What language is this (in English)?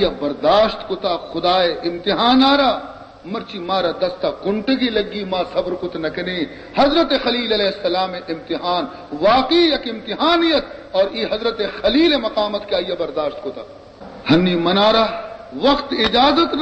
Baluchi